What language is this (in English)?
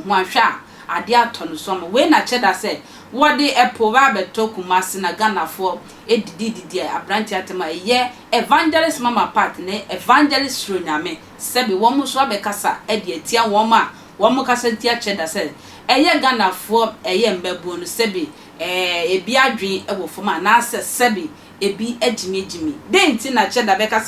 Akan